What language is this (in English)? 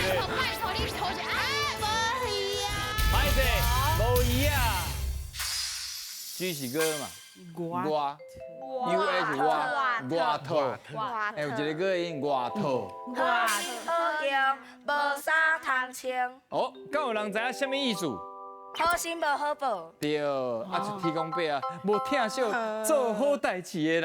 Min Nan Chinese